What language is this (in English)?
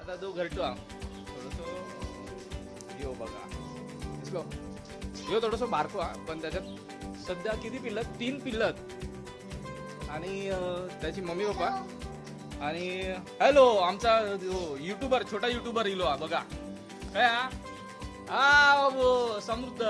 Marathi